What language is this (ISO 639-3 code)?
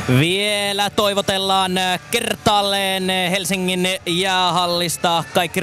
fin